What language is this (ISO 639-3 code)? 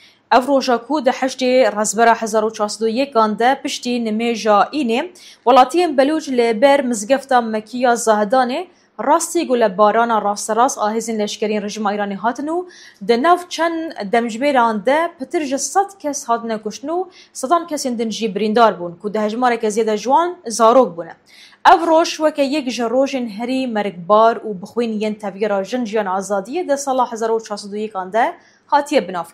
kur